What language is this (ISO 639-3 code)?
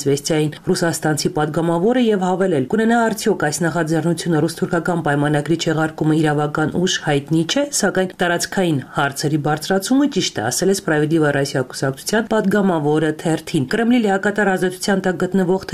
hye